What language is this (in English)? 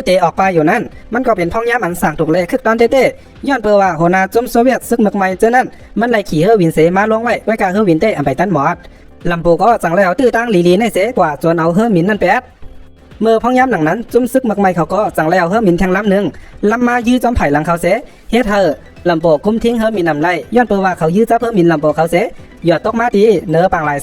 Shan